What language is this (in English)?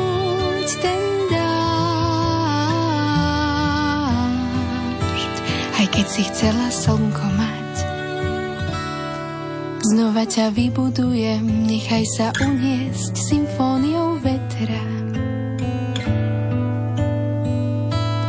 Slovak